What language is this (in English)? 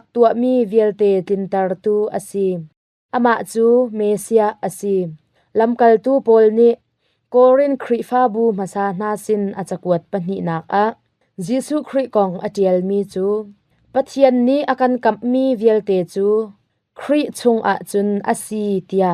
Hakha Chin